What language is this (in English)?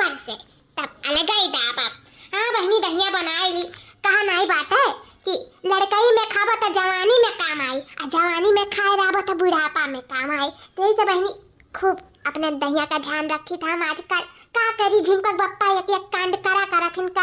Awadhi